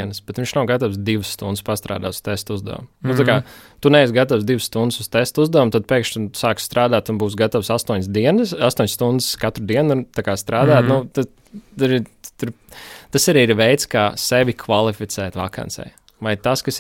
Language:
Latvian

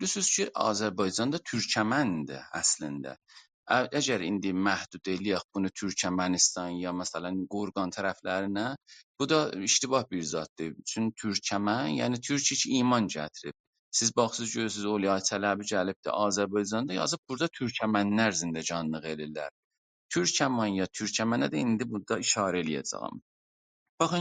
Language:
South Azerbaijani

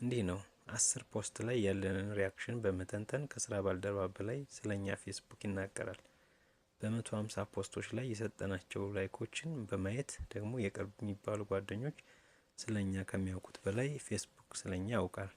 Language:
Amharic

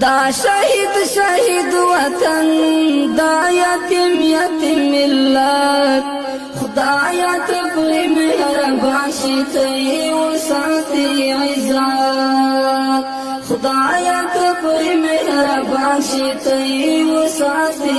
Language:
Pashto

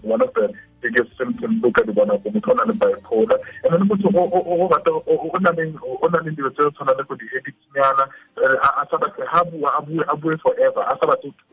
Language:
Tswana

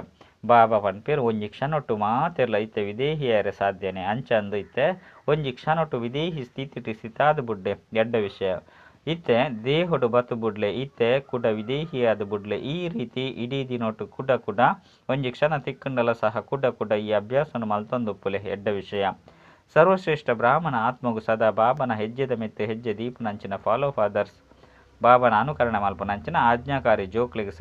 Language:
Tulu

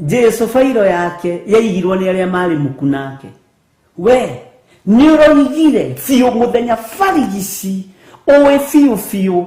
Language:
Kikuyu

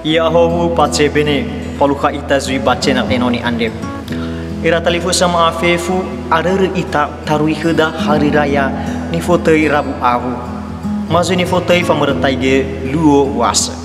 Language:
Nias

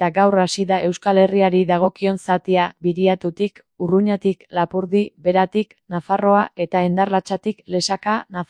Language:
Basque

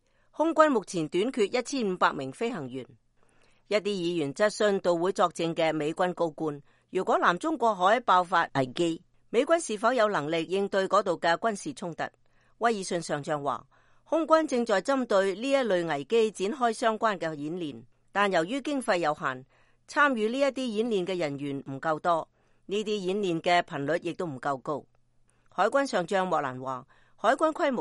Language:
Cantonese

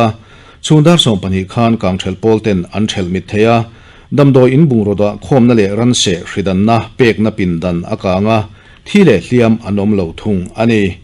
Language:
Mizo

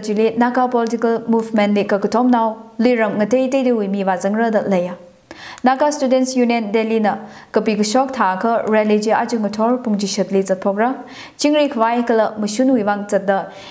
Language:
Tangkhul Naga (India)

